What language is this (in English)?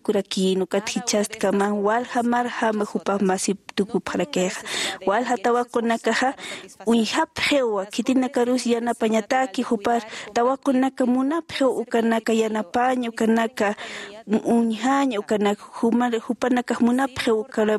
Aymara